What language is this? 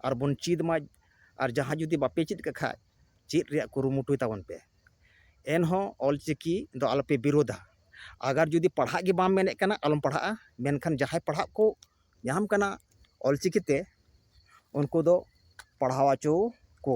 Santali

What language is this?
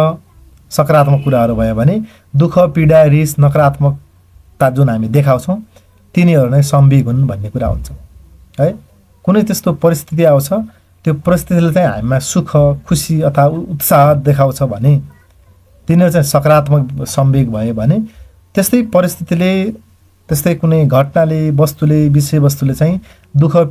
Nepali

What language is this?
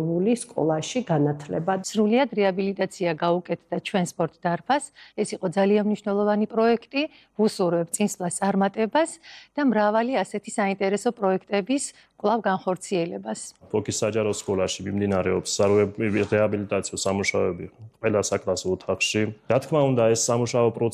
Georgian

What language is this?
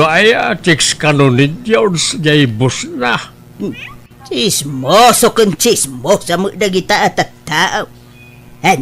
Iloko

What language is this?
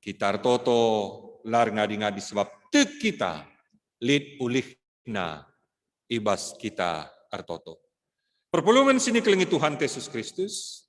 Batak Karo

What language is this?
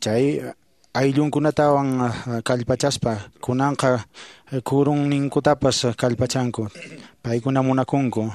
Quechua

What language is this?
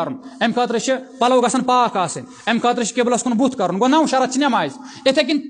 Kashmiri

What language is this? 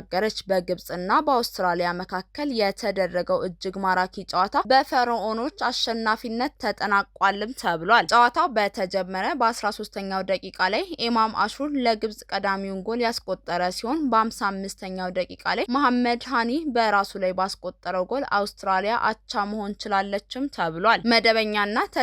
Amharic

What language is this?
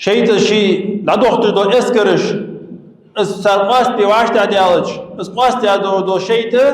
Ingush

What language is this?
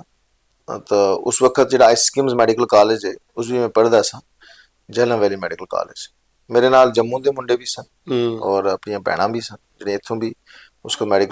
Dogri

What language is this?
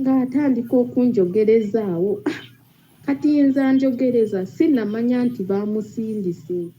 Ganda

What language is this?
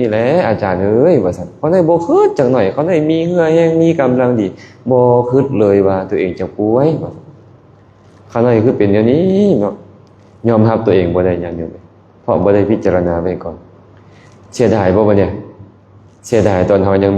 Lao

